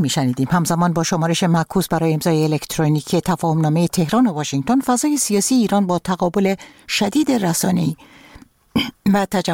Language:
Persian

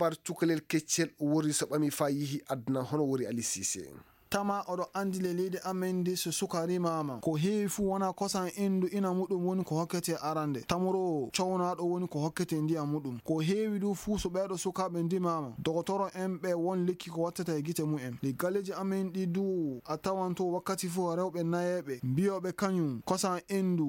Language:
Fula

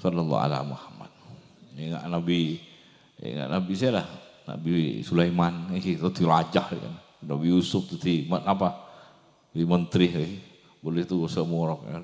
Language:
Madurese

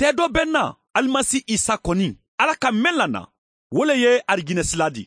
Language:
Mandingo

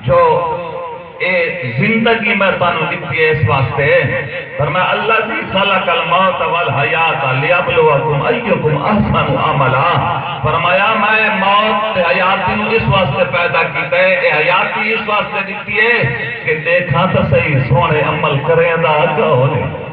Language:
Saraiki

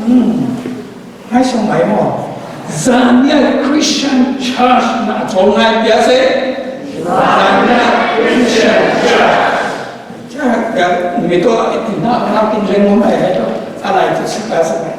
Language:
Falam Chin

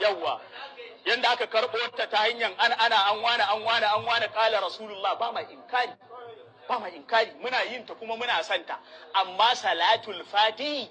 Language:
Hausa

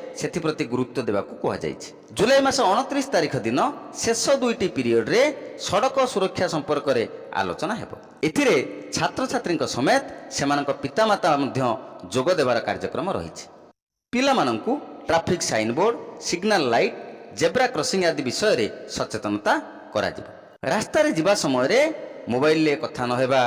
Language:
Odia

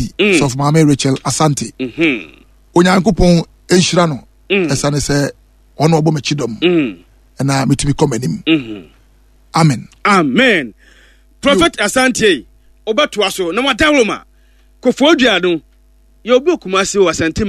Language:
Akan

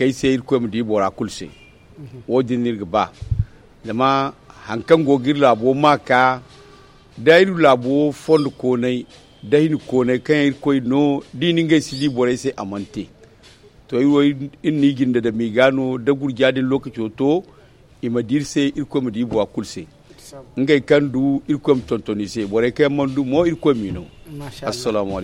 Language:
Zarma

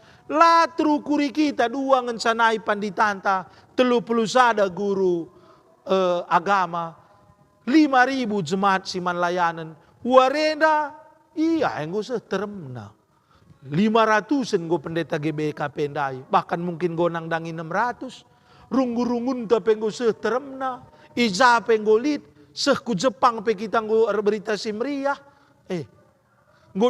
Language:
Batak Karo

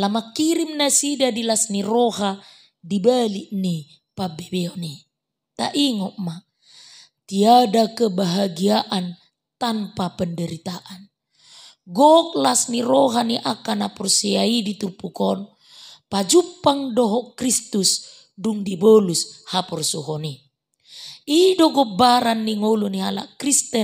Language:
Batak Toba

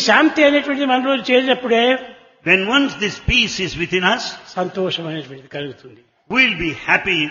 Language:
Telugu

